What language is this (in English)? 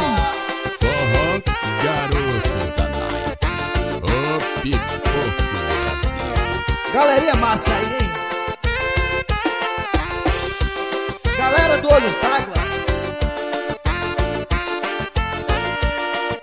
Portuguese